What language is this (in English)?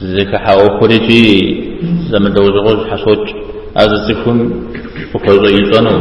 Kabardian